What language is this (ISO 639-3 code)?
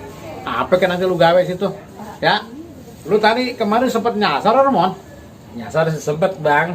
bew